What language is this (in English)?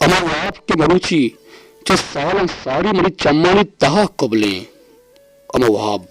Baluchi